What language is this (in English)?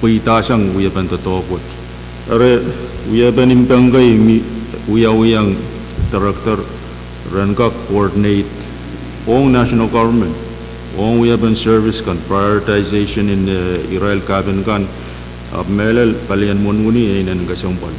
Pohnpeian